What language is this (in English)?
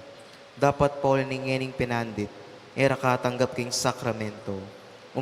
Pampanga